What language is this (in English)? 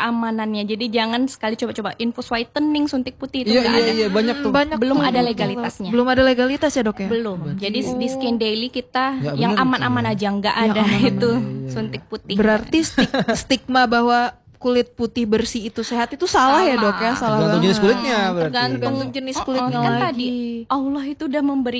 Indonesian